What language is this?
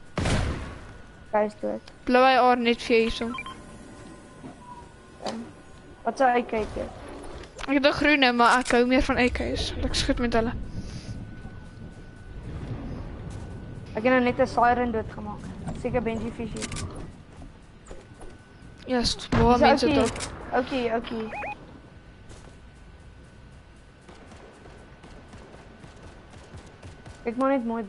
Afrikaans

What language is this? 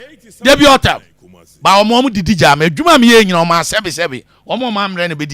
Akan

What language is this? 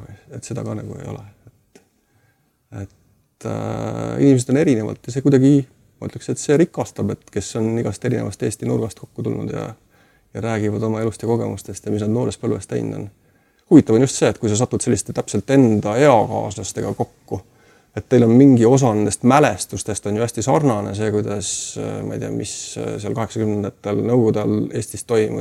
Estonian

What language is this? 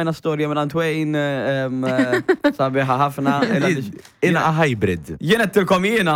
Maltese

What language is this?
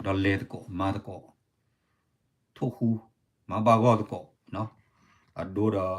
S'gaw Karen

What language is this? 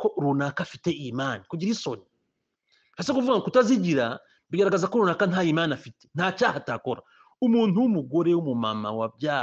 Kinyarwanda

